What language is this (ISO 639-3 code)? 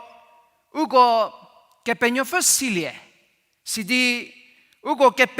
njm